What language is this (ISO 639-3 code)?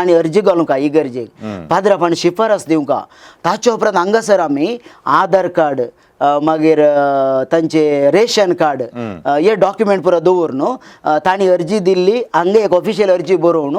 kok